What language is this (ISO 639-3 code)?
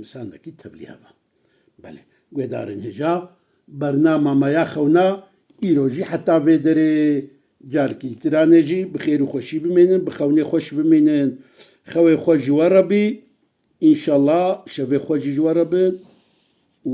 kur